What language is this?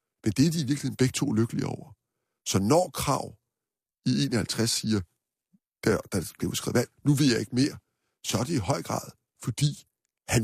Danish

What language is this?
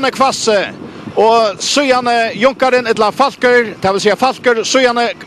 Faroese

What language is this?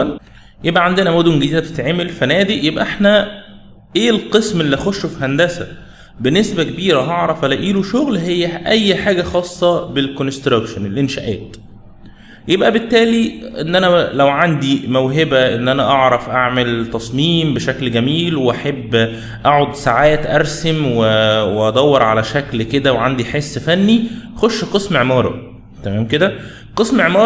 Egyptian Arabic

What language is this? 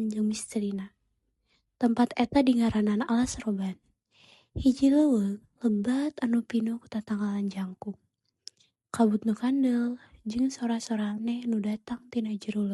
Sundanese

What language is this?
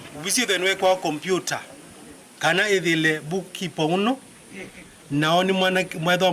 Kamba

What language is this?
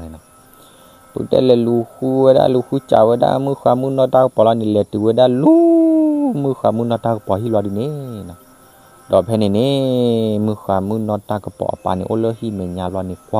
S'gaw Karen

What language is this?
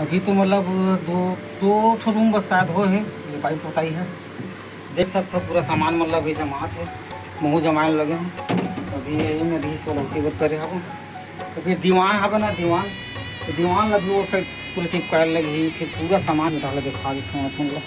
Chhattisgarhi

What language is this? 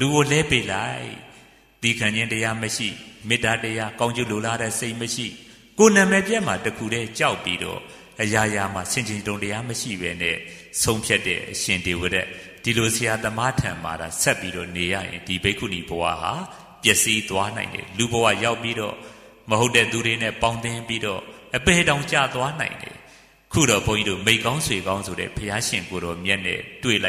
Burmese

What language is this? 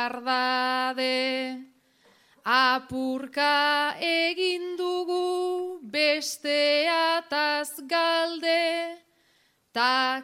Basque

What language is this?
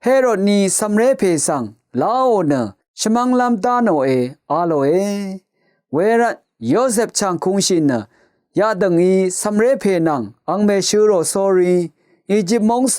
Rawang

